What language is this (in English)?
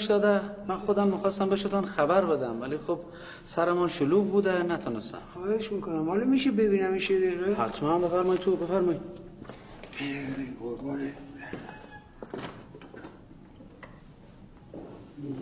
Persian